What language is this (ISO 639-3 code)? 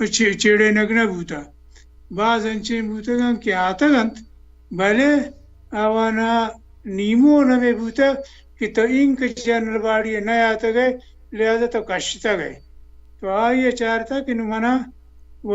bal